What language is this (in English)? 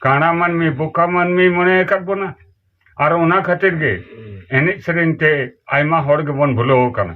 Santali